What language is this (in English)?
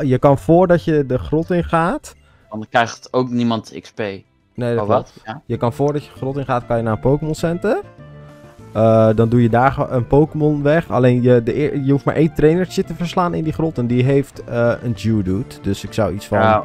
Dutch